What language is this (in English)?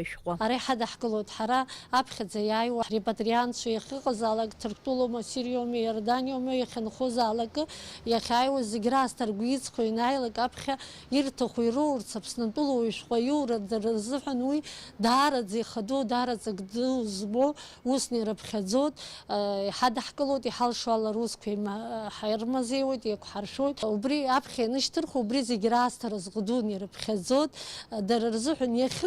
Abkhazian